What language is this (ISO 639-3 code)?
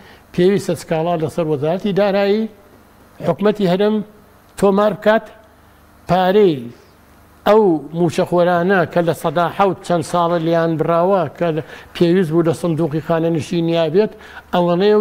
ckb